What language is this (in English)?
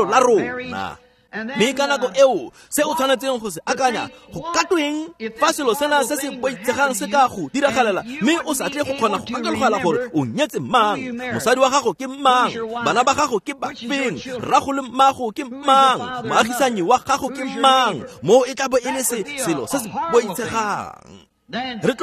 Tswana